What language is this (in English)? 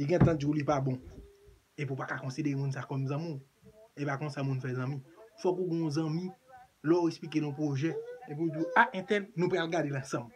Haitian Creole